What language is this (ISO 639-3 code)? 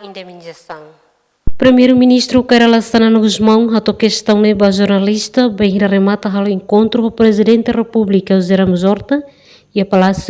tet